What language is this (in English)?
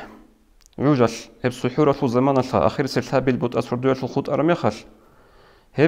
Avaric